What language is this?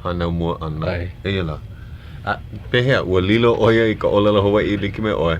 Hawaiian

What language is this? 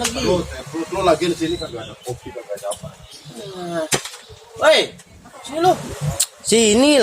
Betawi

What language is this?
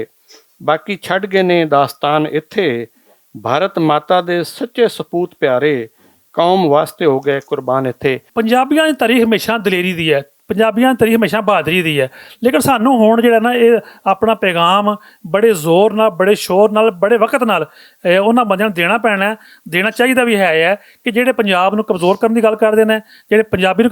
Western Panjabi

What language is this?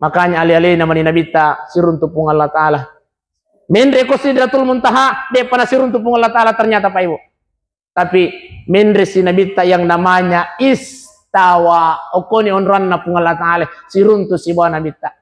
Buginese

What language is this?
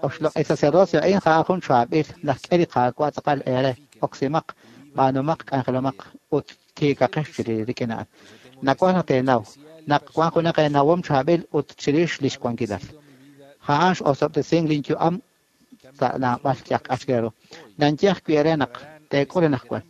Kekchí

